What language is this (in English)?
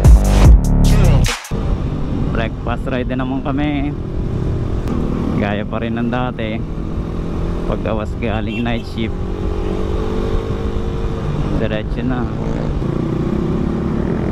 Filipino